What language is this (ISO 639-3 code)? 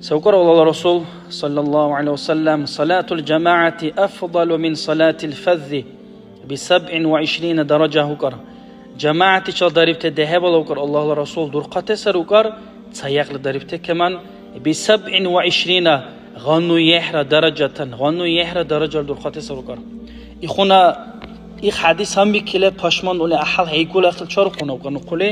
dar